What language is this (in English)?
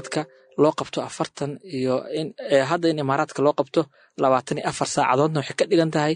Somali